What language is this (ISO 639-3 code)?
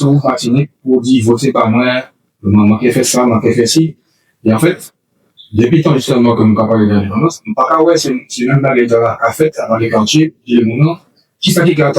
gcf